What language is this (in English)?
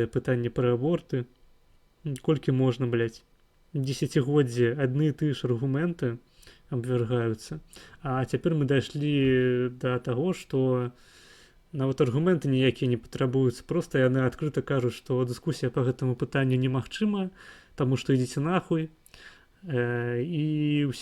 Belarusian